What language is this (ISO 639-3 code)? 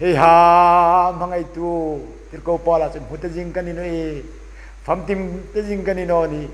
hmr